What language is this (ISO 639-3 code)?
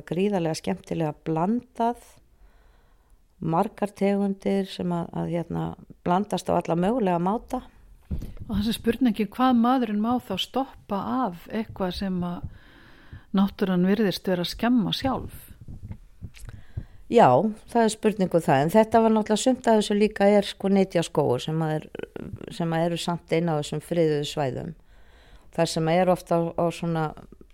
isl